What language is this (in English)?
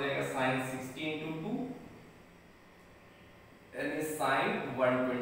Hindi